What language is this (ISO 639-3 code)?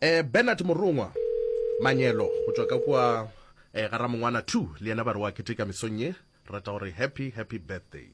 nso